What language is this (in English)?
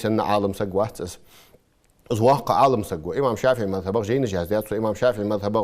Ingush